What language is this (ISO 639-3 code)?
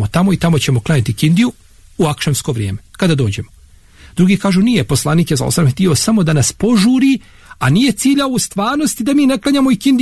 bos